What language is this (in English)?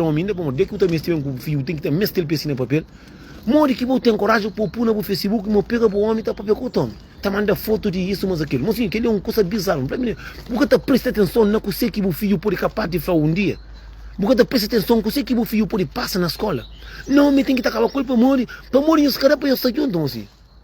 Kabuverdianu